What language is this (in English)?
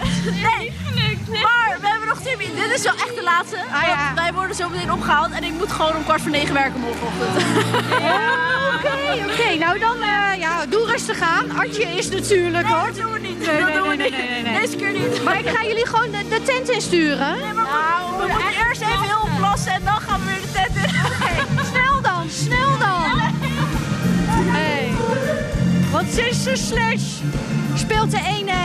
Dutch